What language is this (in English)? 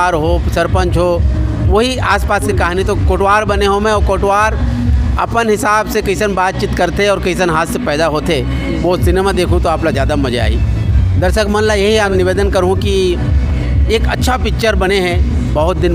Chhattisgarhi